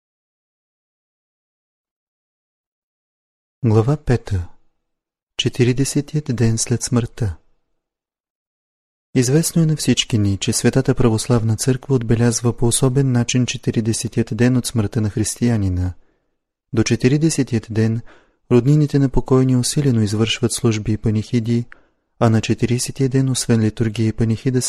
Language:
Bulgarian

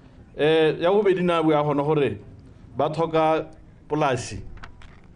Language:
Tswana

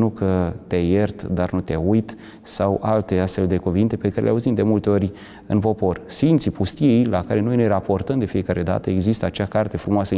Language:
Romanian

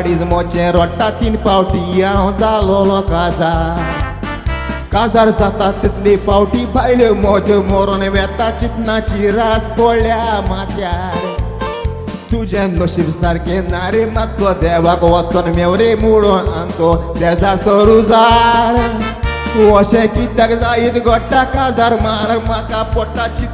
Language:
Konkani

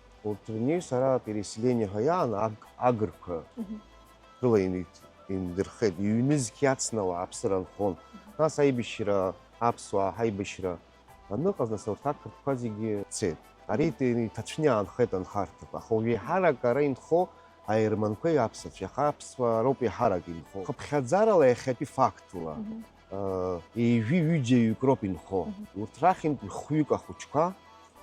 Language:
Abkhazian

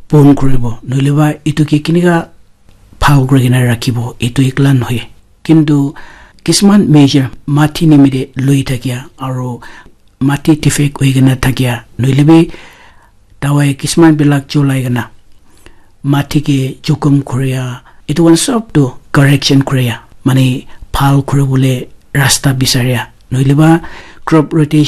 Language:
Naga Pidgin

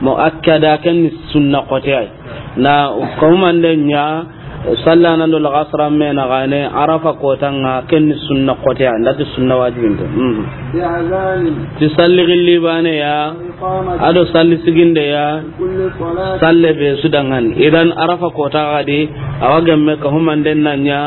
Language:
Soninke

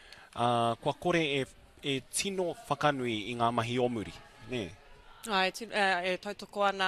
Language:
Māori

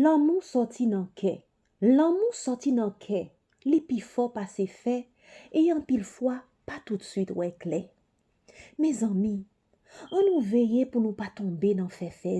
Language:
Haitian Creole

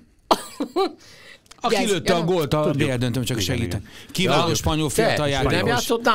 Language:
Hungarian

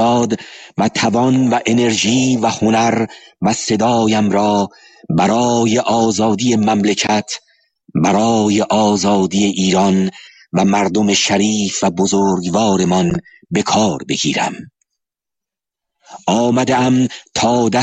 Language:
Persian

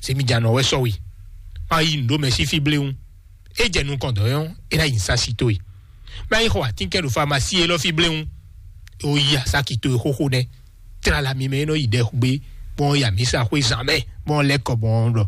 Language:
Fon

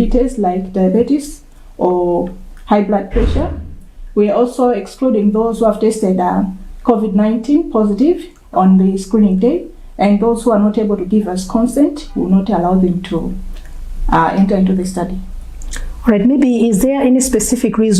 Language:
Nyanja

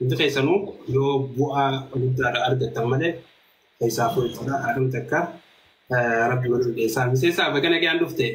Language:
Oromo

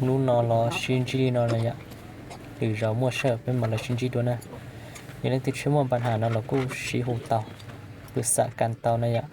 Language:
Hmong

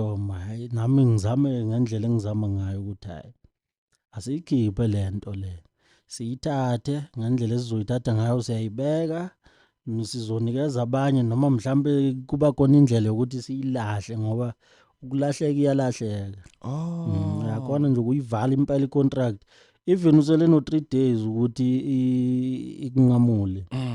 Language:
Zulu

